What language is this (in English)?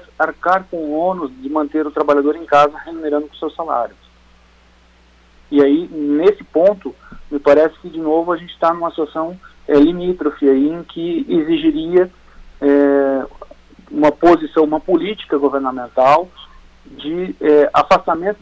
Portuguese